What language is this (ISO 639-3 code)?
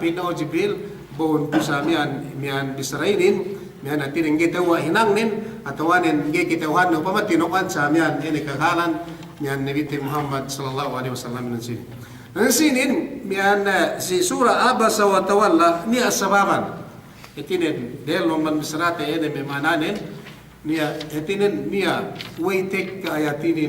yka